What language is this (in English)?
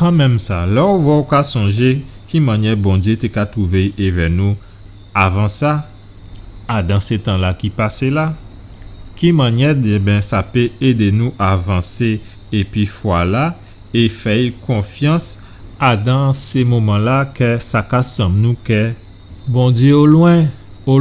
Guadeloupean Creole French